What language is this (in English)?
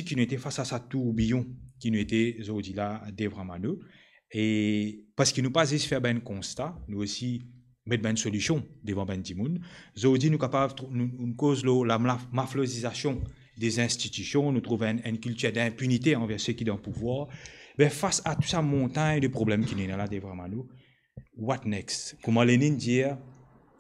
Morisyen